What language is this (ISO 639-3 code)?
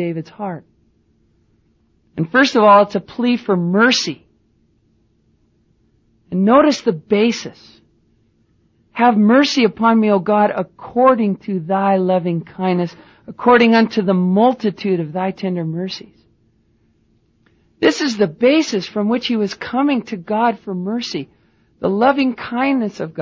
eng